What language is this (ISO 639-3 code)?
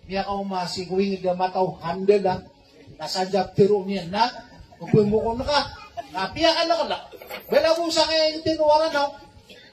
mrw